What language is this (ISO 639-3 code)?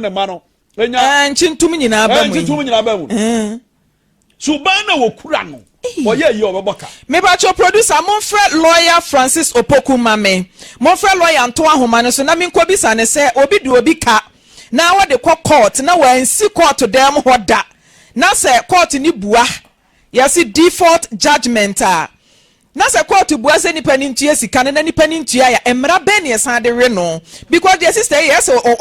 aka